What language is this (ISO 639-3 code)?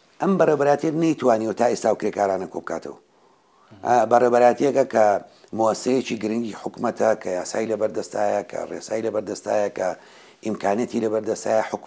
ckb